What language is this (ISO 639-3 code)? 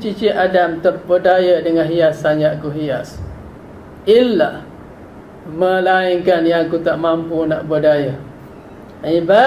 msa